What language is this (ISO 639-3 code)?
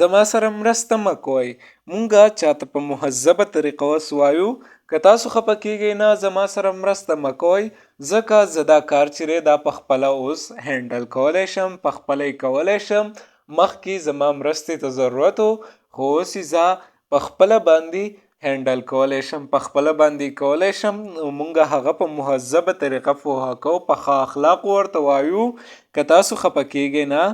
pus